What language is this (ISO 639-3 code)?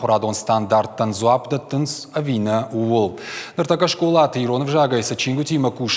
oss